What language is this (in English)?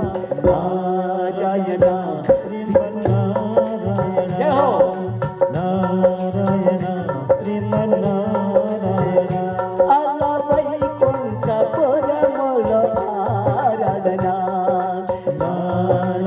Telugu